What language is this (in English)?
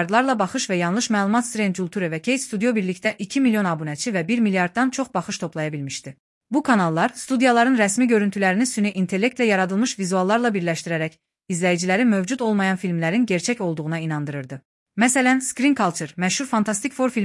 Azerbaijani